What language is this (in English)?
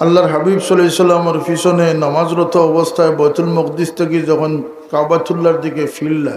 Sylheti